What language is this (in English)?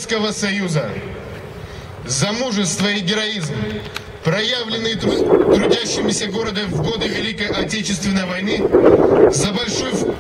Russian